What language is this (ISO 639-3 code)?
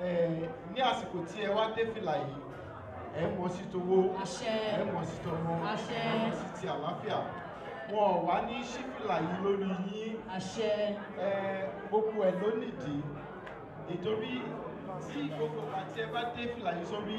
yor